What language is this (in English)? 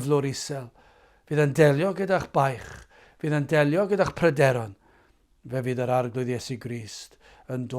Welsh